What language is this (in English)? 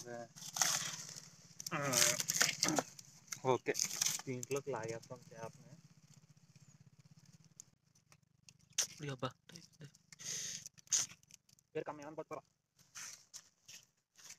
Telugu